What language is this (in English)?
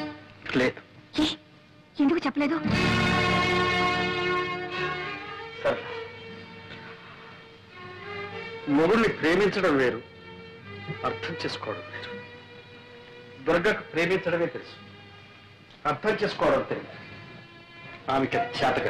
Telugu